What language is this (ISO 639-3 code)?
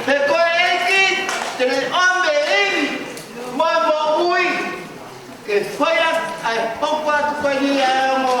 ton